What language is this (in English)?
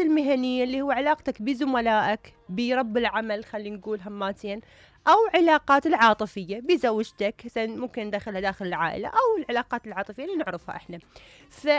Mesopotamian Arabic